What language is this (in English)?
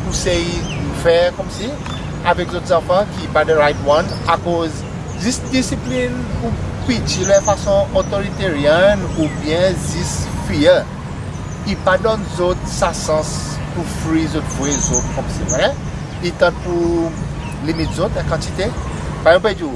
Seselwa Creole French